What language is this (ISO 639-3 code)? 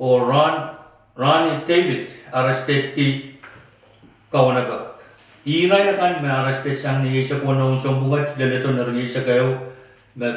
pon